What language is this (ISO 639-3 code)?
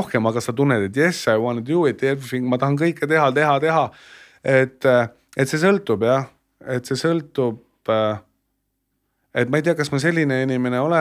est